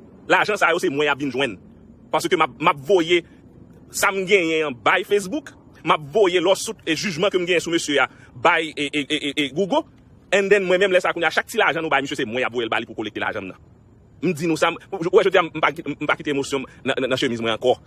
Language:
Haitian Creole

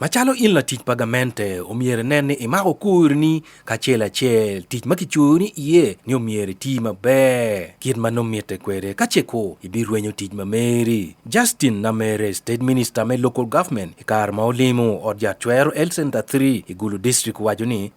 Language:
Acoli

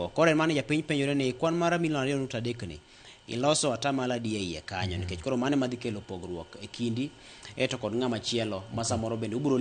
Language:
Luo (Kenya and Tanzania)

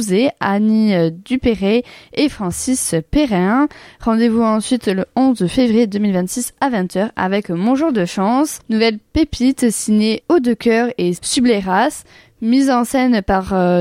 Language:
French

